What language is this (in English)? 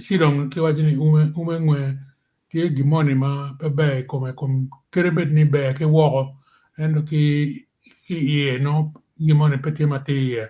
Acoli